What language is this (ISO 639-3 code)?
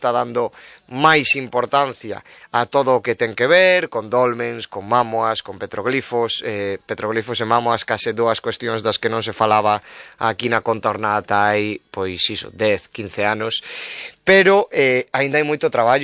glg